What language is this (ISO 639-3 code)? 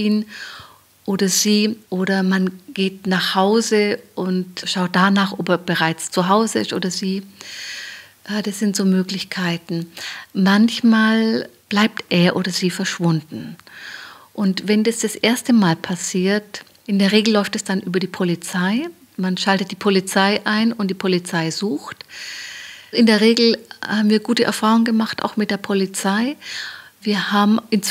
deu